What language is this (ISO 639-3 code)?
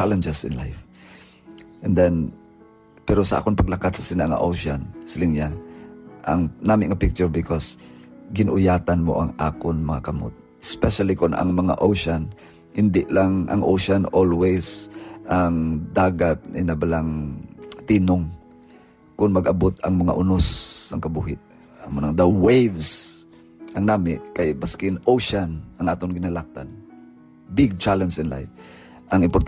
hil